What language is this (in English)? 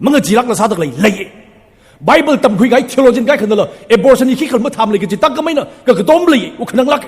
Tangkhul Naga (India)